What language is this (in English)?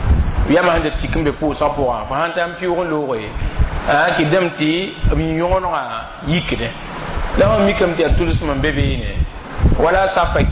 Mossi